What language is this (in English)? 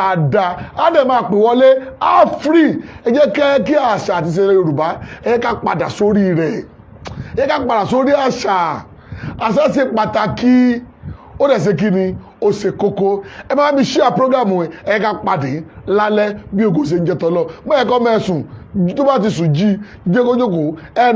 Yoruba